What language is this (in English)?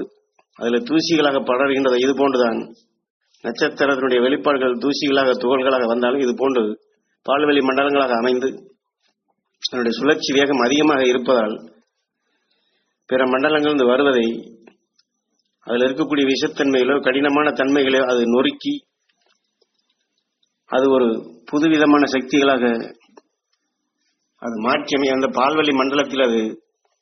Tamil